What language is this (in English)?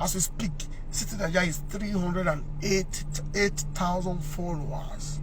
Nigerian Pidgin